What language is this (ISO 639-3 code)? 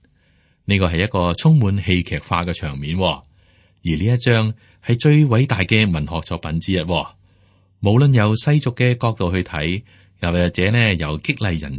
yue